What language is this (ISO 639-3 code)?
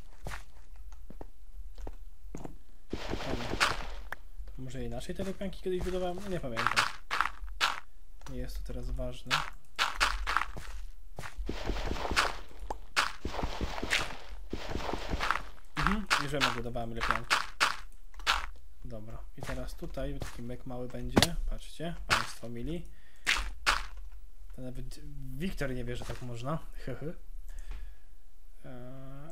pol